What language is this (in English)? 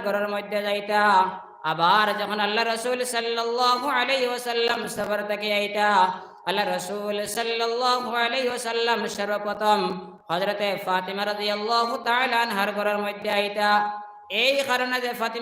Sylheti